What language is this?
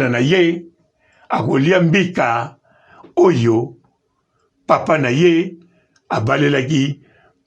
Lingala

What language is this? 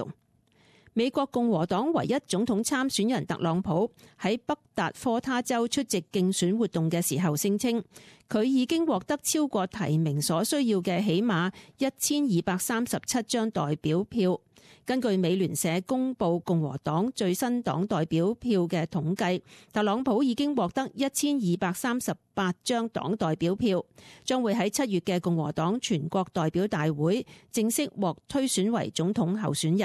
Cantonese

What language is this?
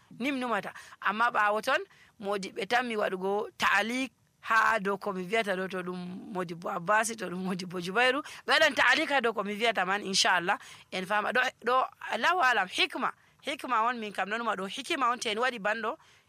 Nigerian Fulfulde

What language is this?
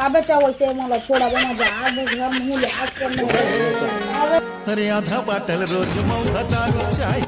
Chhattisgarhi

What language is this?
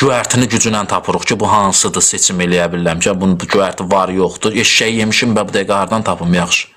Azerbaijani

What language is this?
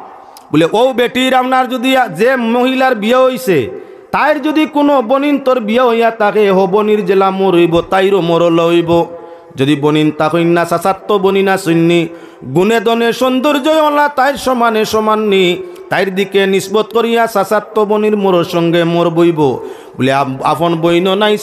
Sylheti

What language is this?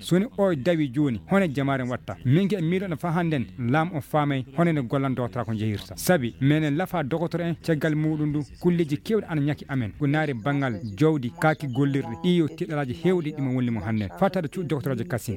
Fula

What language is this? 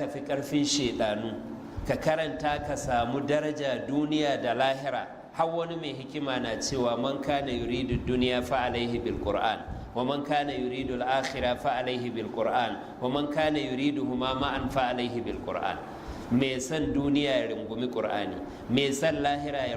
Hausa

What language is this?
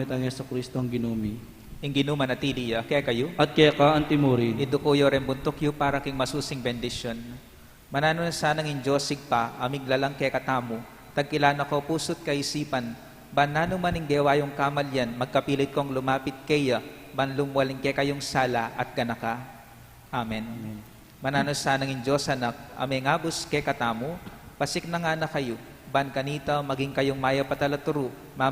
Pampanga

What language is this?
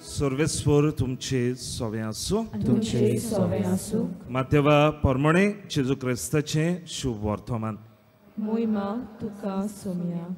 Konkani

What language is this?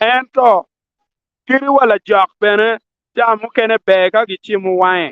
Acoli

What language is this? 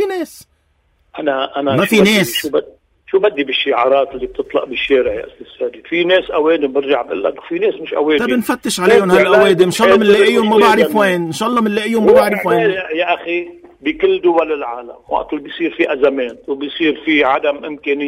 North Levantine Arabic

